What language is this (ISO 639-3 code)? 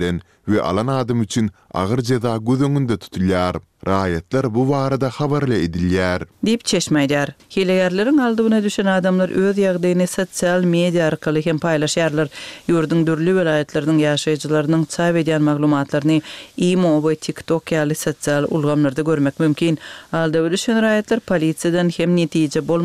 tuk